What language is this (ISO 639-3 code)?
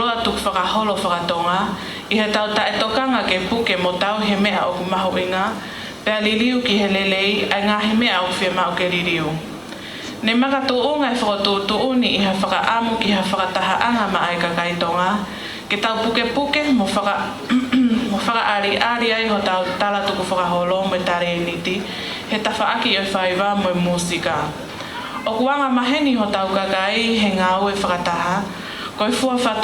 ton